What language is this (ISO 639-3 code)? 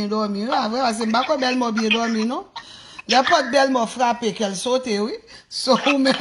hat